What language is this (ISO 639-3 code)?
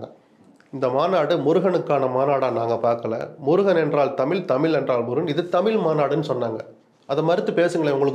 tam